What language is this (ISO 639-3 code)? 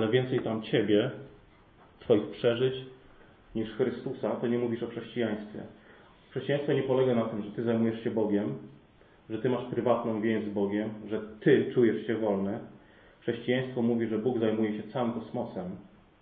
pol